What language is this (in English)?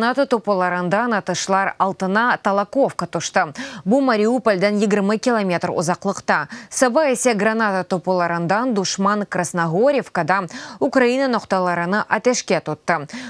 Crimean Tatar